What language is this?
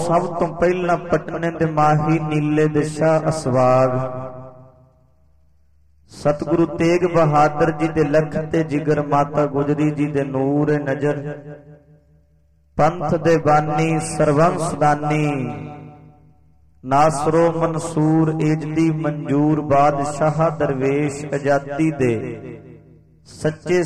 Punjabi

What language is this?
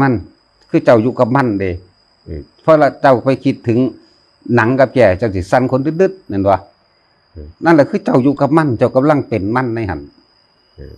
Northeastern Thai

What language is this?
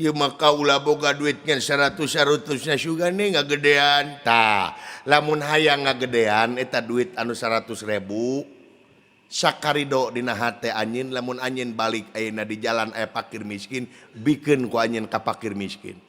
Sundanese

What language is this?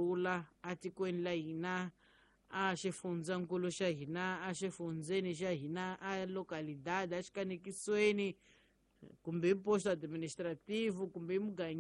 Tsonga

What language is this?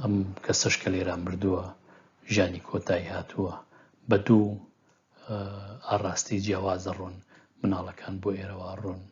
Central Kurdish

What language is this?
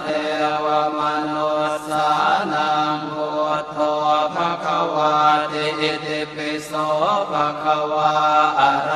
Pali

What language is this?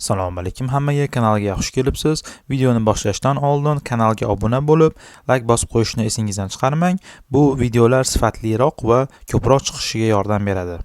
Uzbek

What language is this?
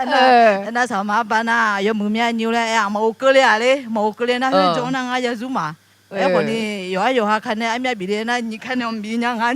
Akha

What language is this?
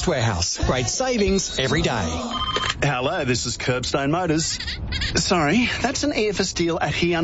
English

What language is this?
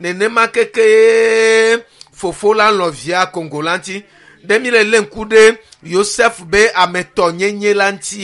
Ewe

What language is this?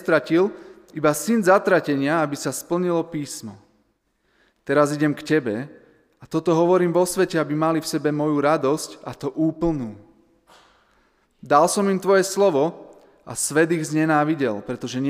Slovak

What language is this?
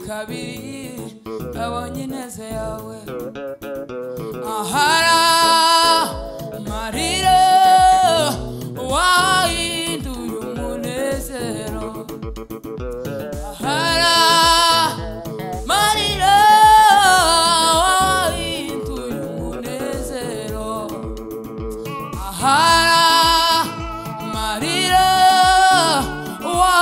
Kinyarwanda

